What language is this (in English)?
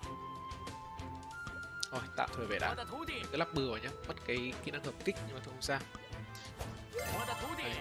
Vietnamese